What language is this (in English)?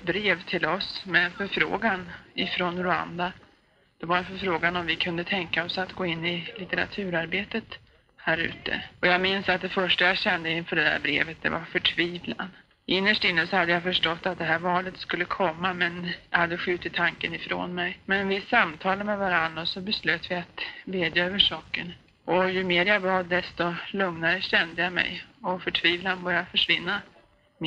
Swedish